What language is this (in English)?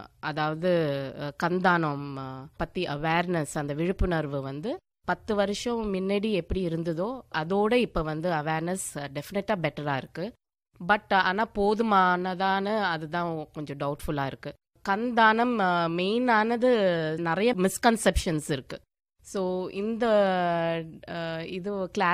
Tamil